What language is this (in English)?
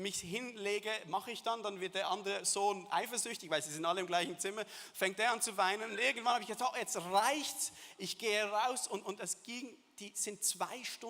Swiss German